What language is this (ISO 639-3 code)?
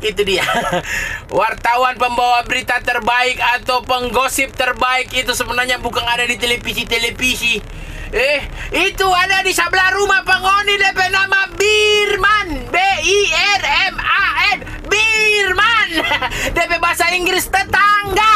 xmm